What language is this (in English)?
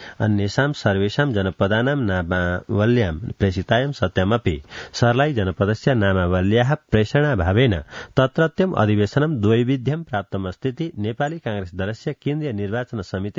Sanskrit